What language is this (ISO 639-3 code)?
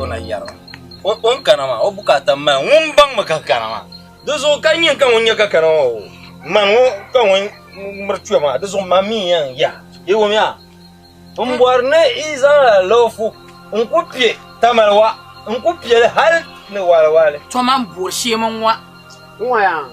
dag